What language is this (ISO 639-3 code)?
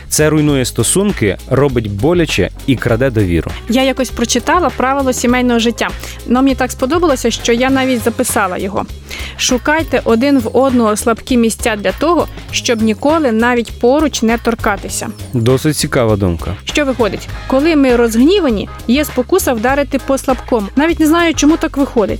ukr